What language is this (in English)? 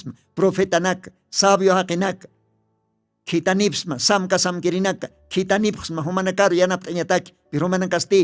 Aymara